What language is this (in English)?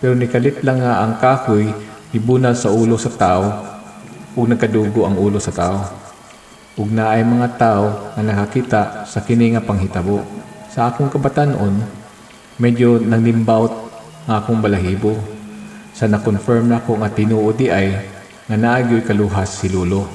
Cebuano